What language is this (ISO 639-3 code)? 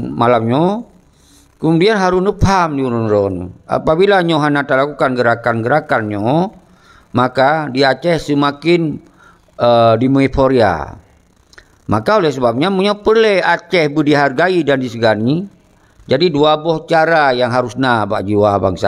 ace